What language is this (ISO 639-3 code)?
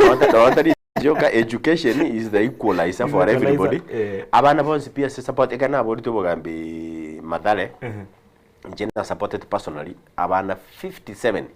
guz